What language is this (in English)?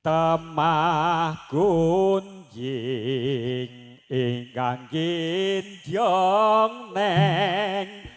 Javanese